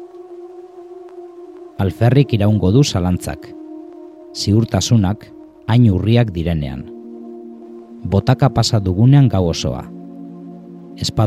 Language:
Basque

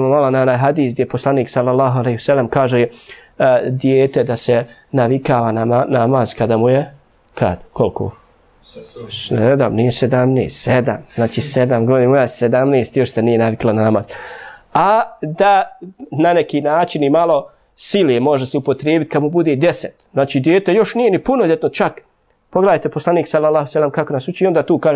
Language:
Bosnian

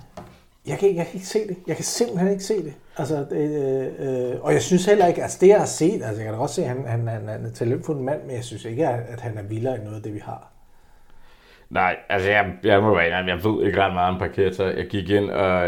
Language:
Danish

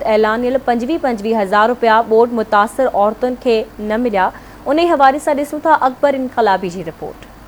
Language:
Sindhi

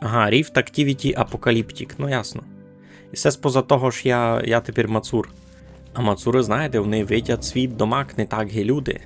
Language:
Rusyn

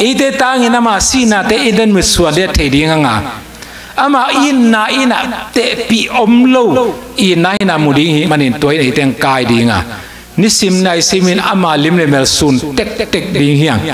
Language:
Tedim Chin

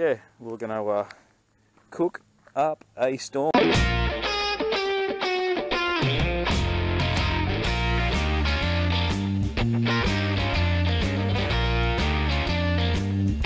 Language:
English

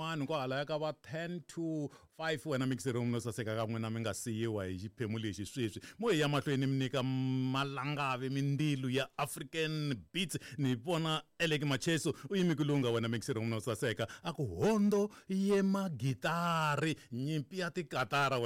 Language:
Tsonga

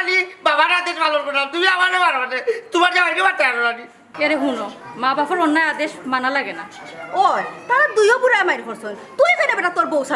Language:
Sylheti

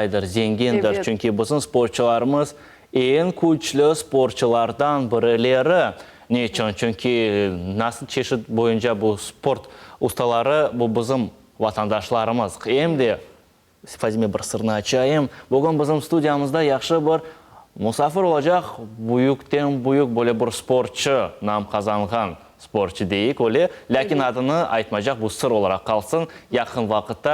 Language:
Crimean Tatar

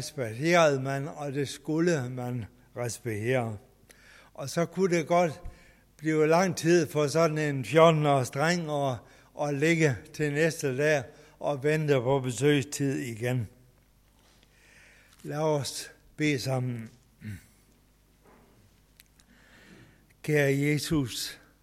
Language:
Danish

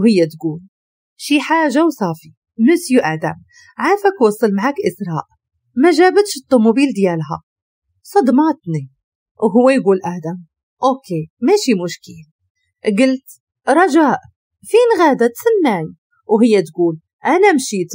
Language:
Moroccan Arabic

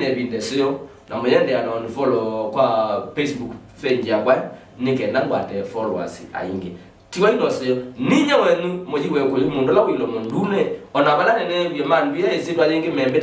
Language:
Kamba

